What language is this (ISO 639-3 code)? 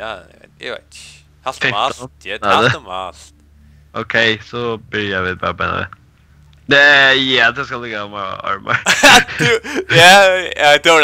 fao